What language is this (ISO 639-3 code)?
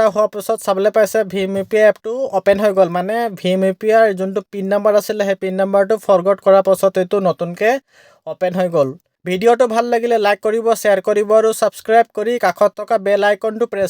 asm